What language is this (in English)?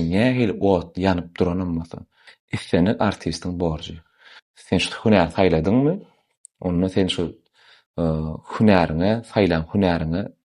Turkmen